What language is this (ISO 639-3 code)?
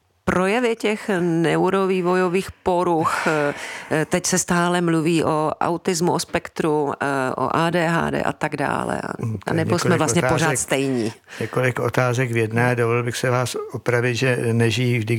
ces